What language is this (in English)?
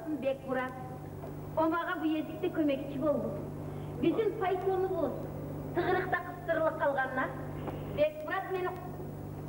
Kumyk